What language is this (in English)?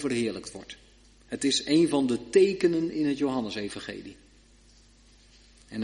Dutch